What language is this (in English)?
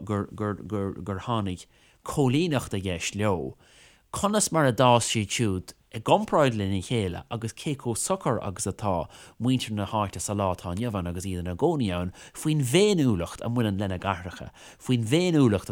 Irish